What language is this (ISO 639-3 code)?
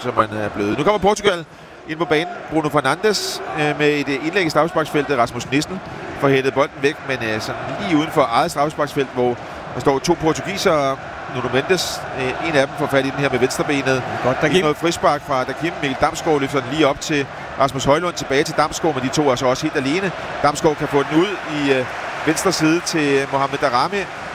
dan